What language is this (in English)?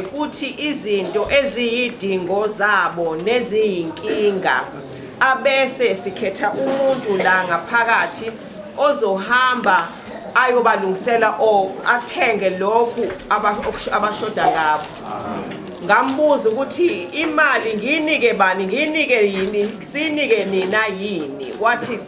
Zulu